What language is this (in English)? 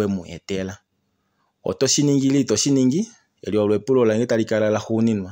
Kuanyama